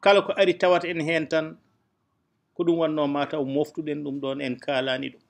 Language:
Fula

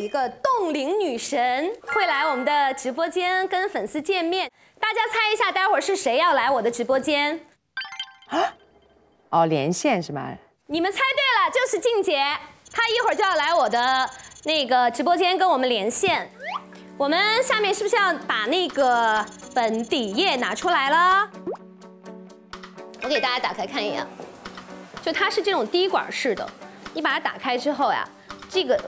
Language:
Chinese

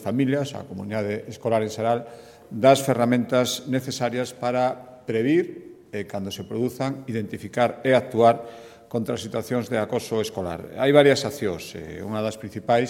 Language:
Galician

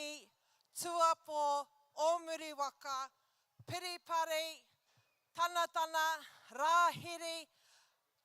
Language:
Māori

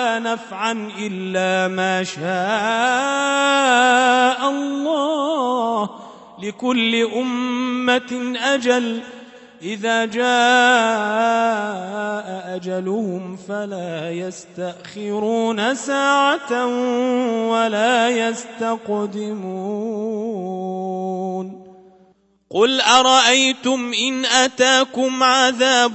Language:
Arabic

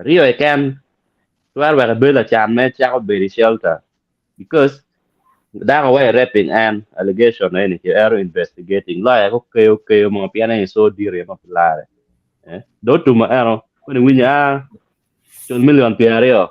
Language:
Acoli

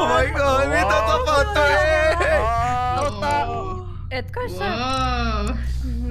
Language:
Finnish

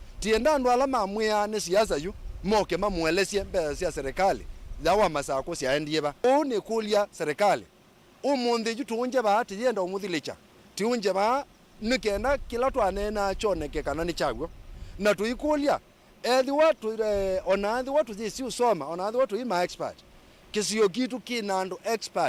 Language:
Kamba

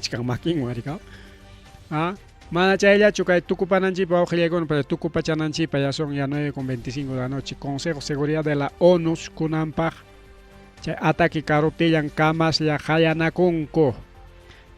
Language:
Ayacucho Quechua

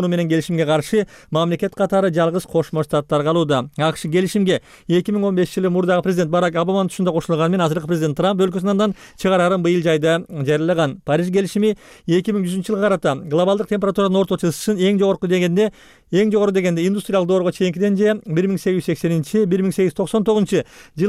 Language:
Kyrgyz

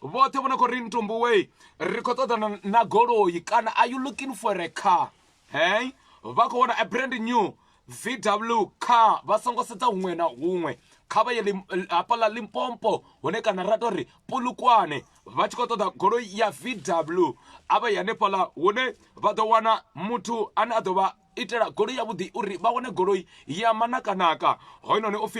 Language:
Venda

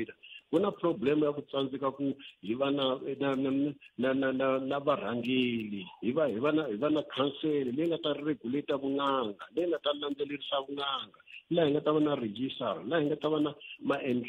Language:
Tsonga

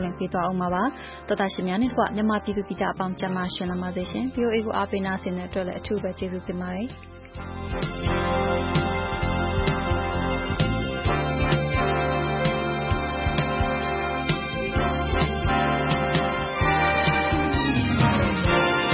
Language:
Burmese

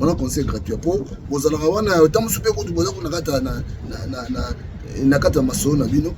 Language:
Lingala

